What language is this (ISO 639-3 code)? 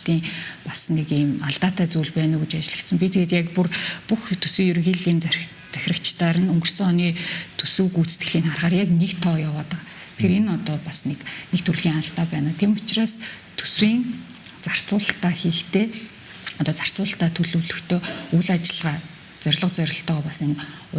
mon